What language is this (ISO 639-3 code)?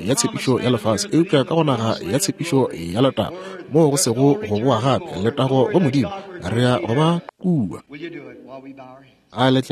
nso